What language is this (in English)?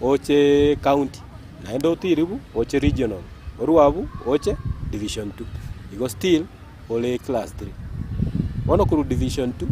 Gusii